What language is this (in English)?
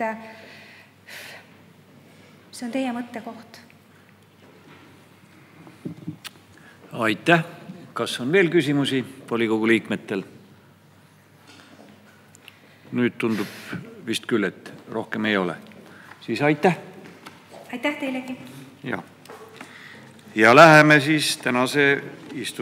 Estonian